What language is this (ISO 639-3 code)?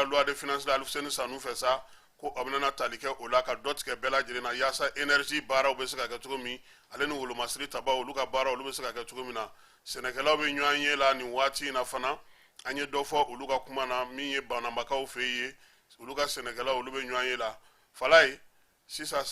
bam